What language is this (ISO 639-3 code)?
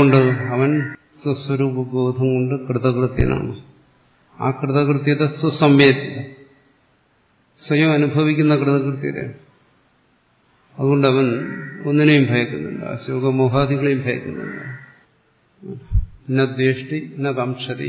mal